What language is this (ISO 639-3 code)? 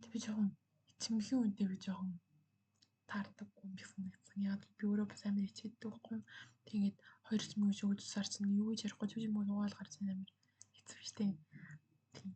mon